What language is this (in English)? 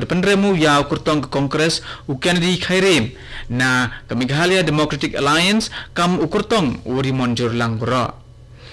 Khasi